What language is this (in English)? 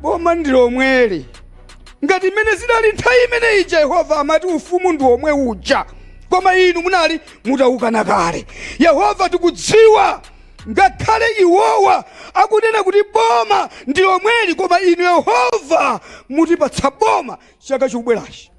Nyanja